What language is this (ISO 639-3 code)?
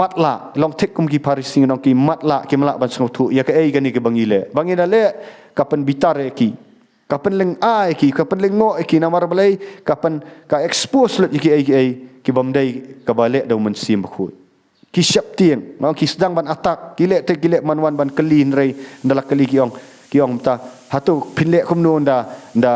kha